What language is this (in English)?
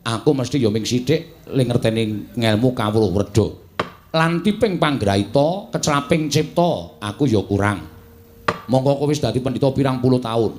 Javanese